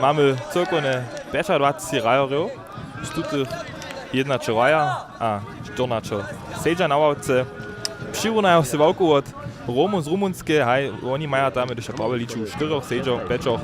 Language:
Upper Sorbian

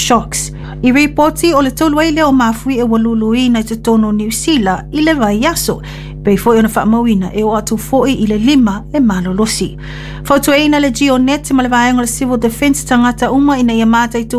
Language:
Samoan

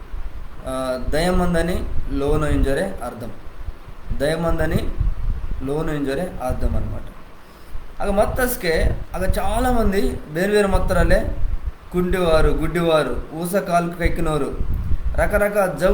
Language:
Koya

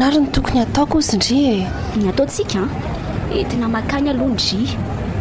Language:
Malagasy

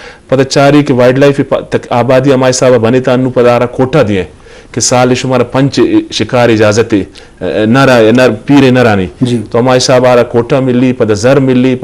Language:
Eastern Balochi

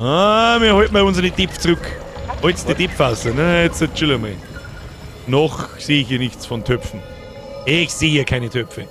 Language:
Bavarian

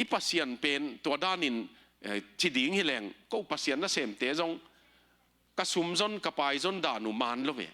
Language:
Tedim Chin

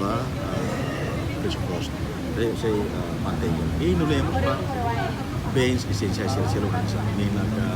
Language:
Tetum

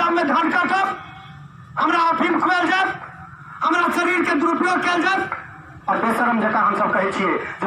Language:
Maithili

